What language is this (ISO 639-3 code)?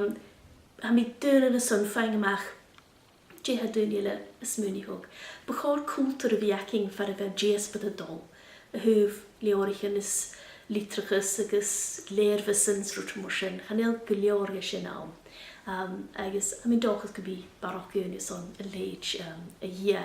gla